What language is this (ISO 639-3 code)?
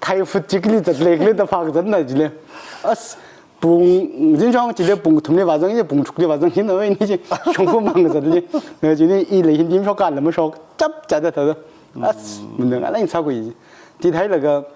nmf